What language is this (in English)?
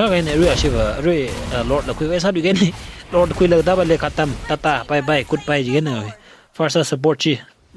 Tangkhul Naga (India)